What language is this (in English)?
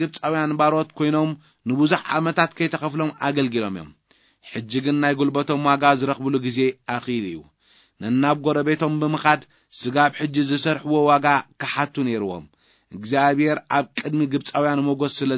Tigrinya